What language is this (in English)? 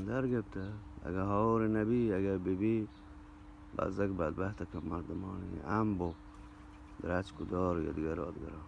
Eastern Balochi